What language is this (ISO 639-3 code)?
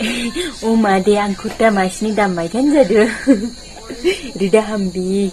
dis